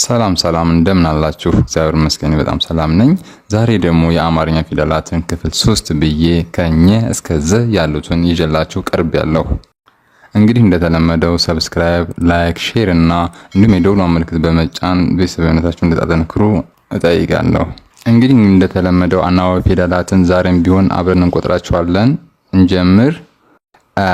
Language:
Amharic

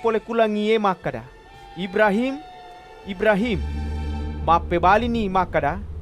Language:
Buginese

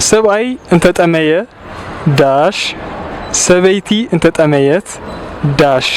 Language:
Tigrinya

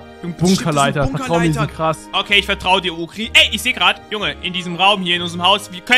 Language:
German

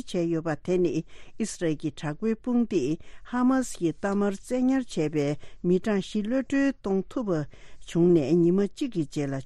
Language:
Tibetan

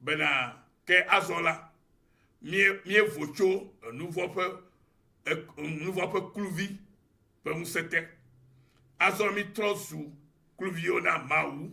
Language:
Ewe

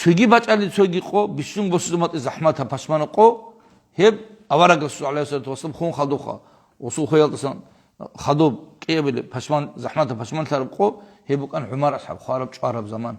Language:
Avaric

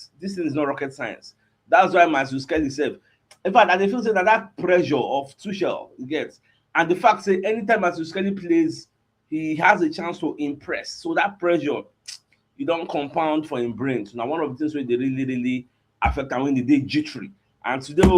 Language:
Nigerian Pidgin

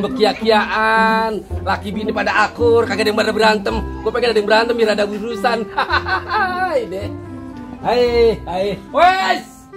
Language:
Betawi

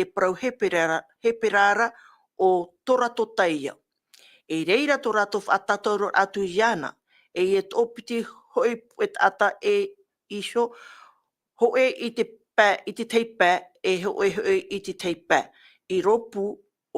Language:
Tahitian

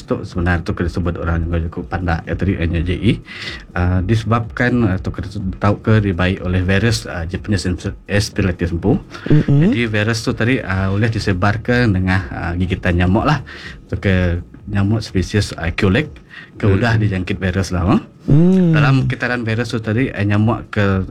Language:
Iban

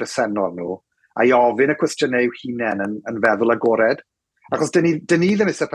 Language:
Welsh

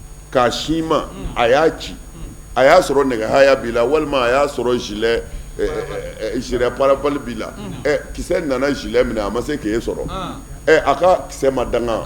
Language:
Bambara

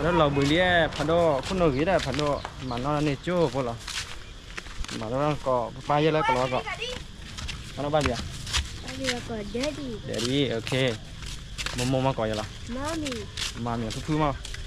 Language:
S'gaw Karen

